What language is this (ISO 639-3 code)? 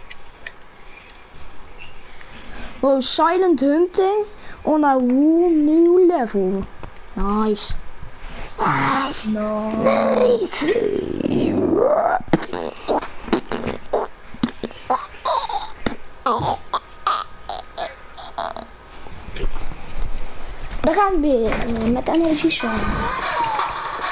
nld